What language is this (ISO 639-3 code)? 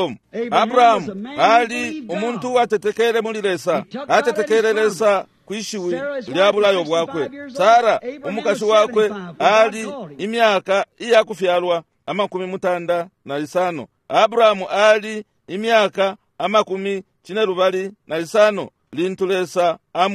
bem